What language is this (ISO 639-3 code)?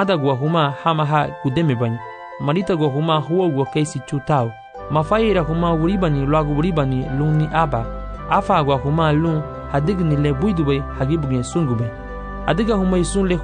cab